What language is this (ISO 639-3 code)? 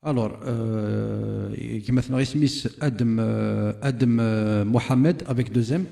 kab